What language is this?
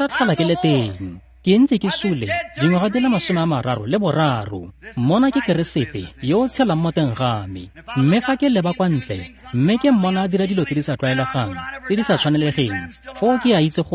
Tswana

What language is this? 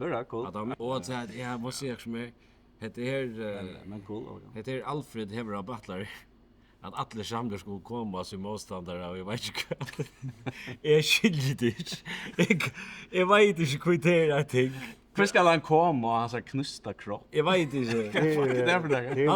Faroese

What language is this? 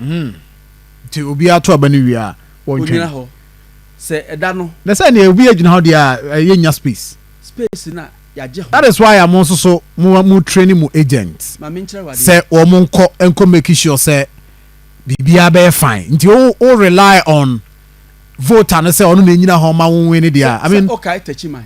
Akan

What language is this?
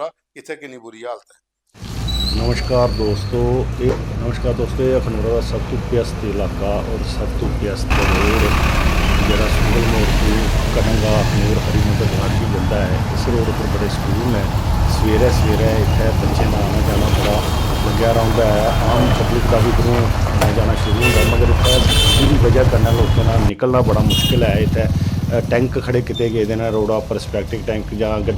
Dogri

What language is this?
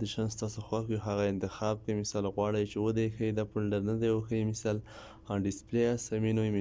Pashto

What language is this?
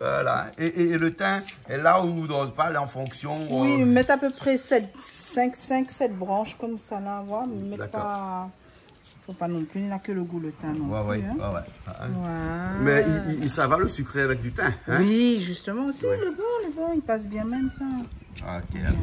Réunion Creole French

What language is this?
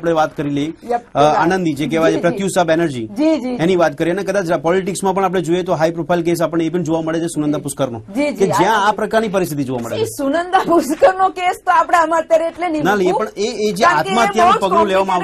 Gujarati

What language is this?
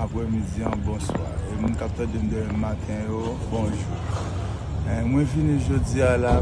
Haitian Creole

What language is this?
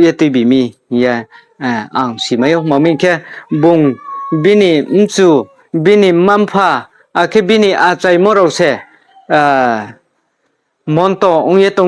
Riang (India)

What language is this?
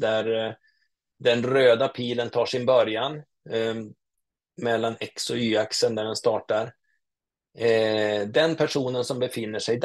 Swedish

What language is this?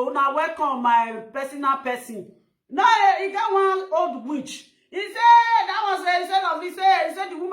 Nigerian Pidgin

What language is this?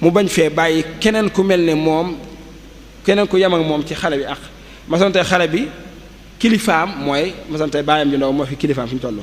Wolof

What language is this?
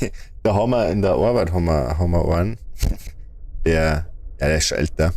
Bavarian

